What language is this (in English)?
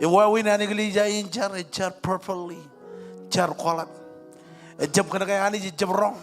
Marshallese